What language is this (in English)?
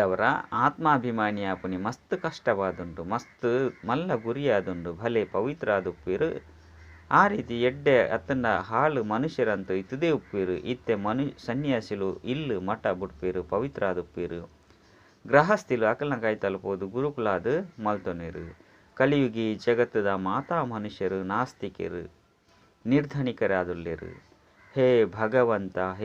Tulu